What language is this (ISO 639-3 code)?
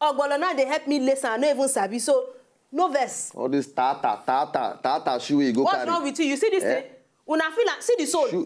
pcm